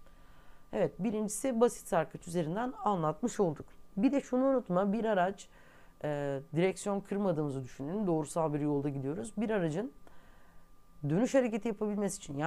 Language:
Turkish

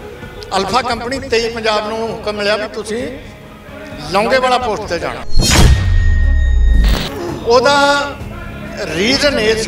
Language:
Punjabi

